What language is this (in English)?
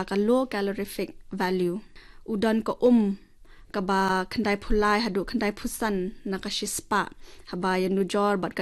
Khasi